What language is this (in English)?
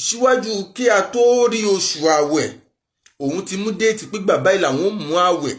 Yoruba